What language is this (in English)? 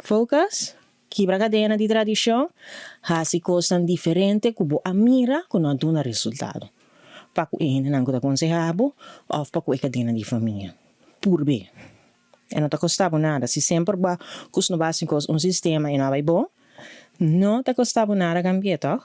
Papiamento